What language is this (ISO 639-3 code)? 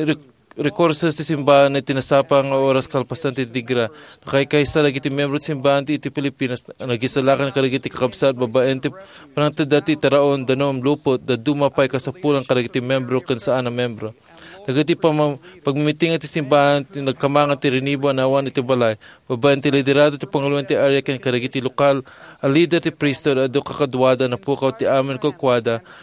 ilo